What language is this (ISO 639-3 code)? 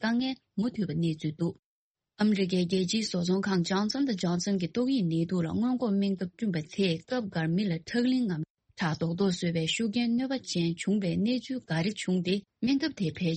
bod